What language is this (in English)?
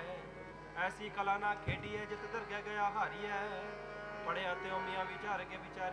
Punjabi